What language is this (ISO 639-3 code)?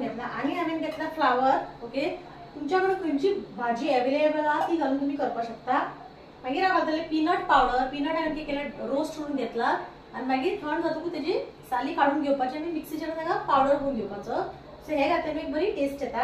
kok